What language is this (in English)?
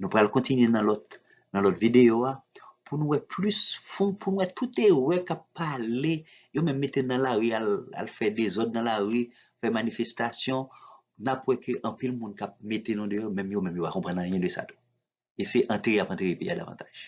Haitian Creole